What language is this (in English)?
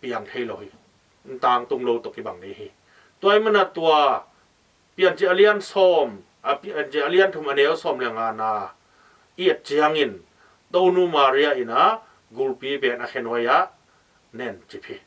Tedim Chin